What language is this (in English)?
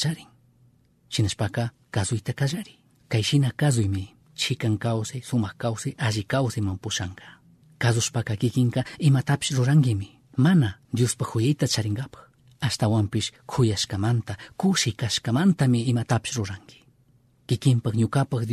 Chimborazo Highland Quichua